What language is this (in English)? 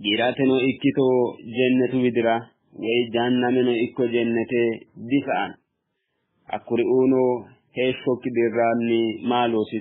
Sidamo